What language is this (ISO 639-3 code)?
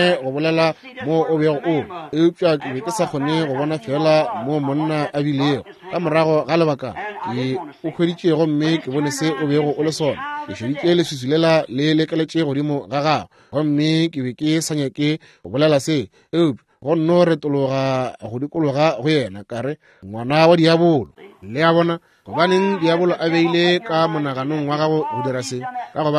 nso